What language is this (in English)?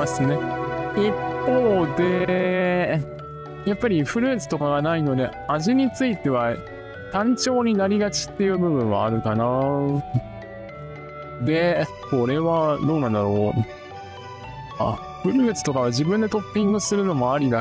Japanese